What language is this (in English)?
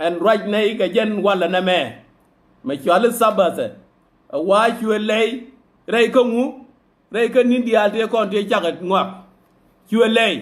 Nuer